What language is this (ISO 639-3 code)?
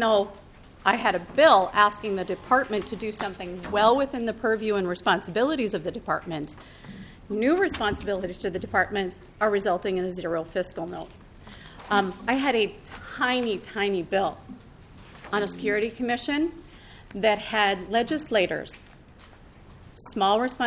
eng